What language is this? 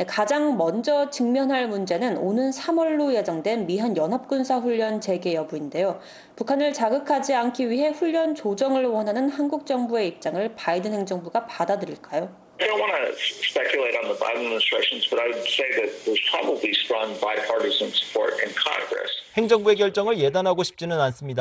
Korean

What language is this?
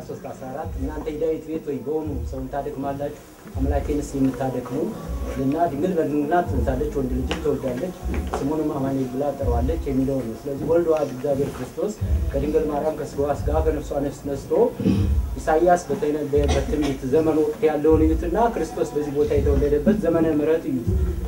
Amharic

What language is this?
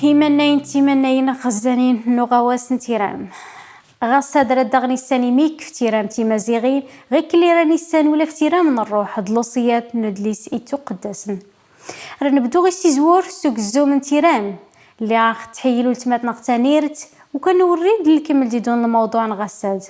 Kabyle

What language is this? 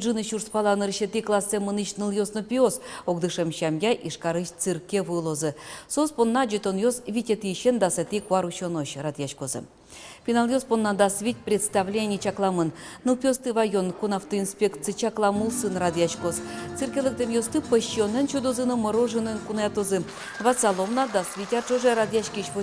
Udmurt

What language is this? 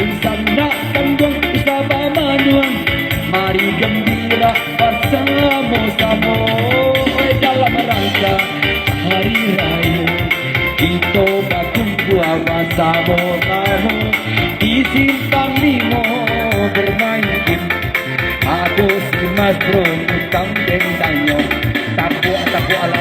Minangkabau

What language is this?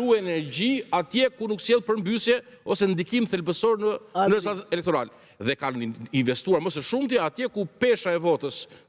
Albanian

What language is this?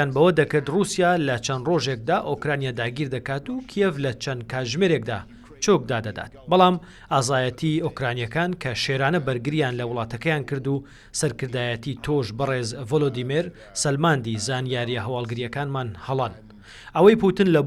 Central Kurdish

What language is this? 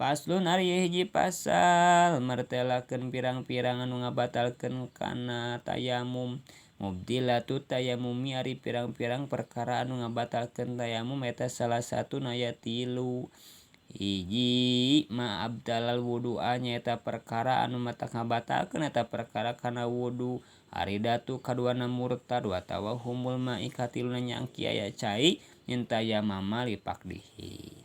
Sundanese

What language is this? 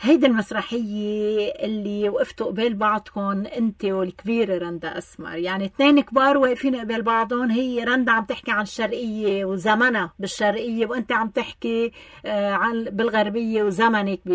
North Levantine Arabic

